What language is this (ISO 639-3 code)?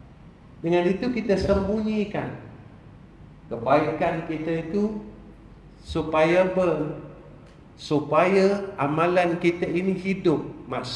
msa